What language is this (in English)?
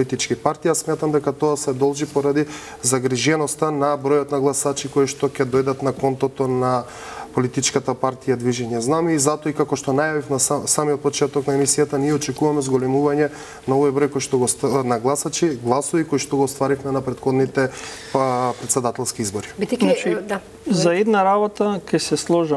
Macedonian